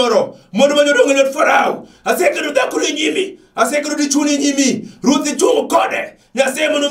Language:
Luo (Kenya and Tanzania)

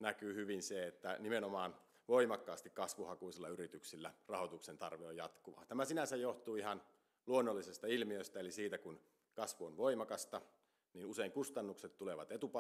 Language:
Finnish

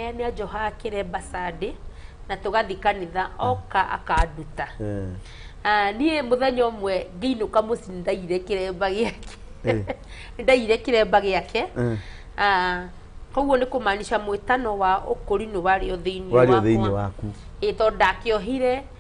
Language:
Kikuyu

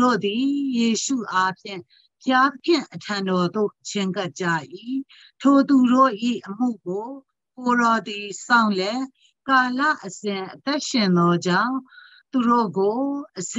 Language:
Burmese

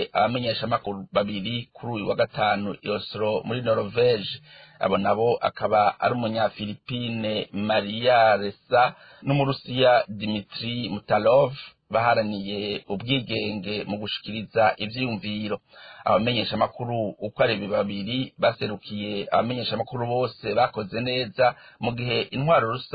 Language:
Rundi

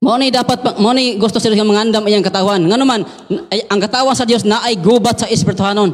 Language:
Cebuano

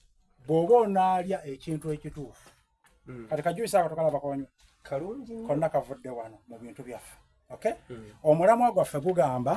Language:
Soga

